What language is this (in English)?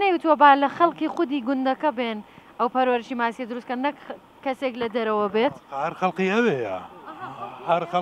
Central Kurdish